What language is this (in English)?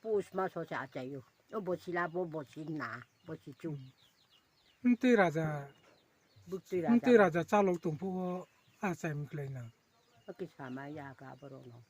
Riang (India)